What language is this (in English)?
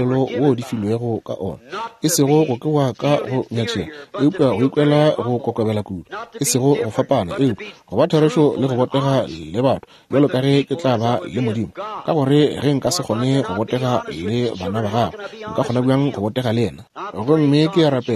Northern Sotho